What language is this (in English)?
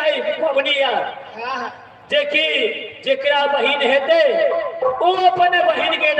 Maithili